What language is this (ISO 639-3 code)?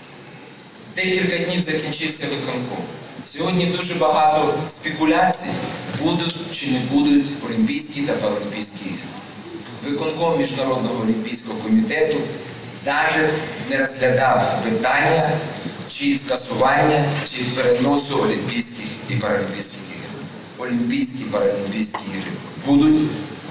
ukr